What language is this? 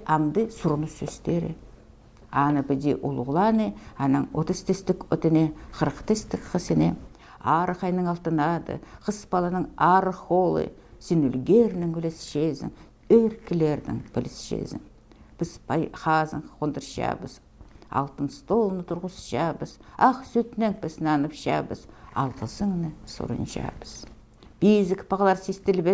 Khakas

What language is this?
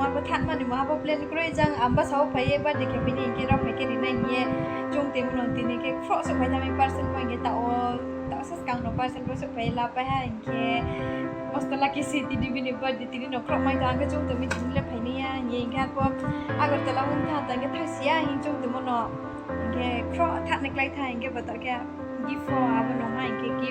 Riang (India)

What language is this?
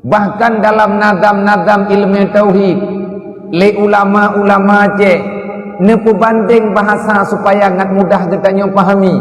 Achinese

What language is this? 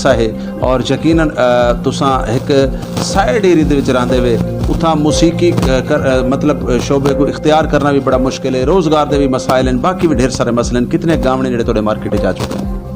Saraiki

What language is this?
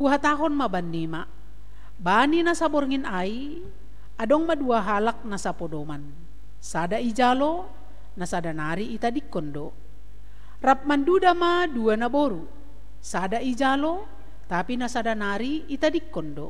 Batak Simalungun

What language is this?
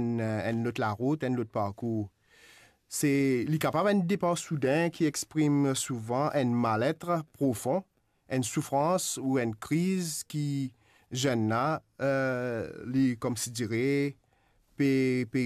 Morisyen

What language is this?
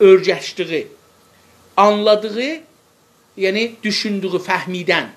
South Azerbaijani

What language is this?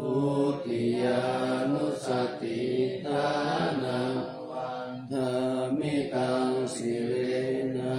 Pali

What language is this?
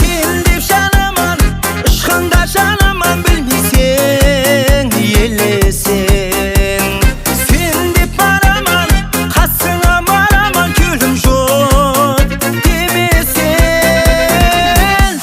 Kara-Kalpak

